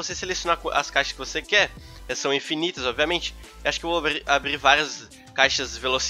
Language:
Portuguese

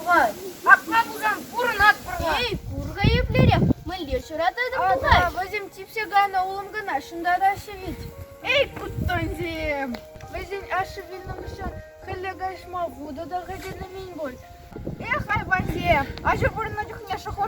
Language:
Chuvash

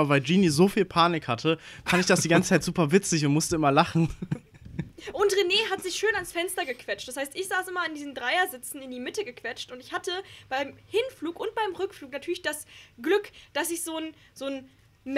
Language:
German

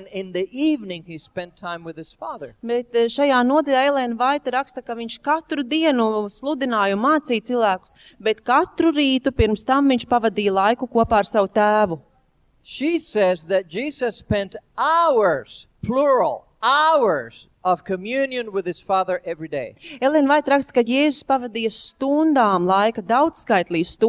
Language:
Latvian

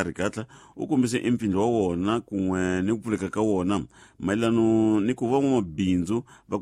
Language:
Tsonga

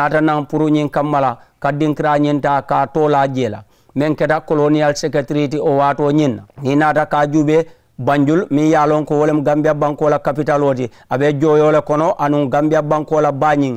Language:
Mandingo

